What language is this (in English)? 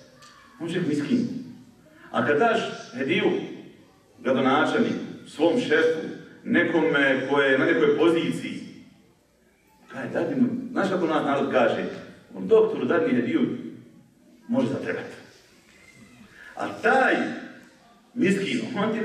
Bosnian